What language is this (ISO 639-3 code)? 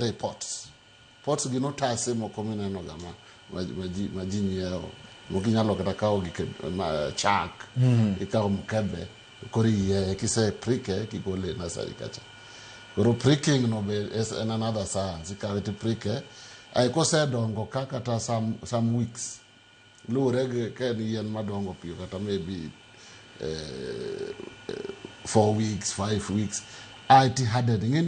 luo